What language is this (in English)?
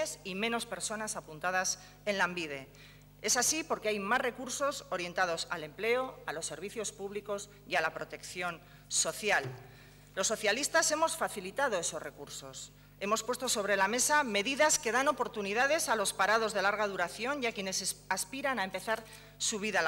Spanish